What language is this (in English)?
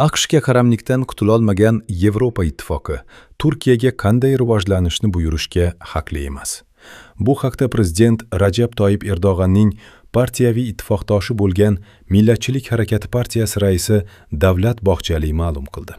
Uzbek